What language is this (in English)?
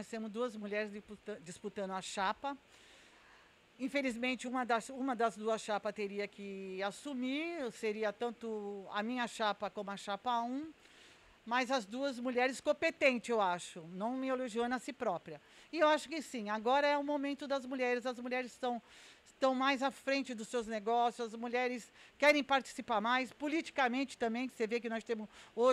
Portuguese